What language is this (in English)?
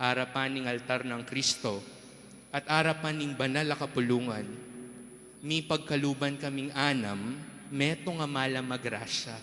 Pampanga